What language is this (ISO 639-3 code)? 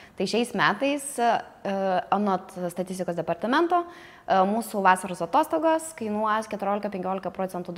lit